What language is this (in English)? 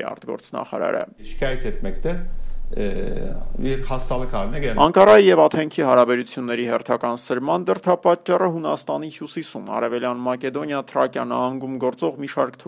Armenian